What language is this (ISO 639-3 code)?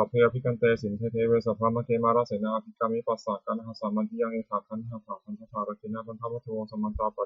pli